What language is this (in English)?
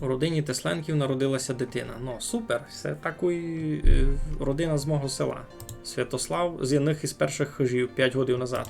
Rusyn